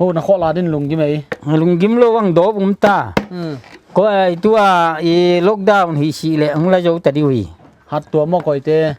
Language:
Paite Chin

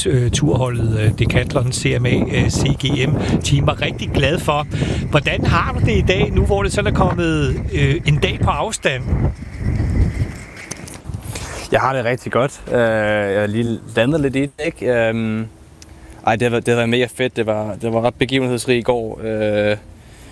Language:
Danish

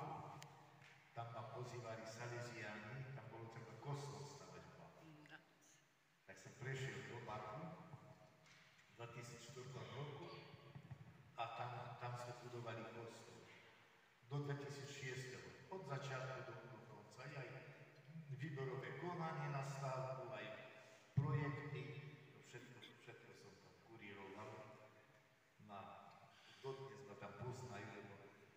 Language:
Slovak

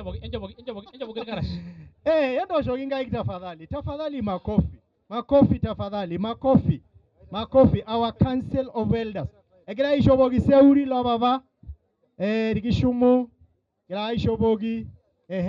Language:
Masai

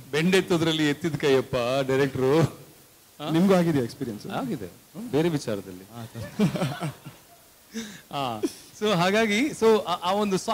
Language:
Kannada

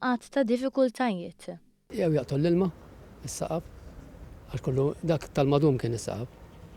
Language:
Maltese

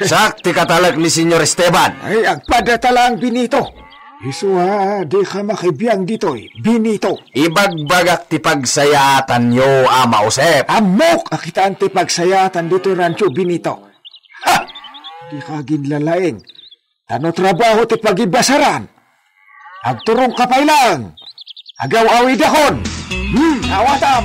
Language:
Iloko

